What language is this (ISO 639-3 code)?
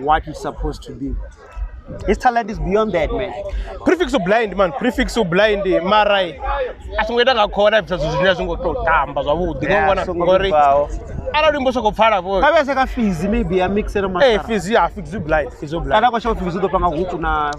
ven